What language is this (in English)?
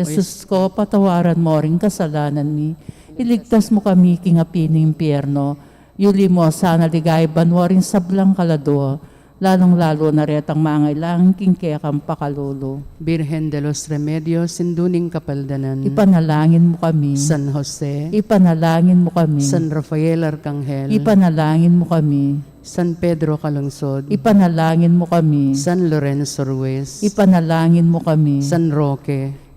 Pampanga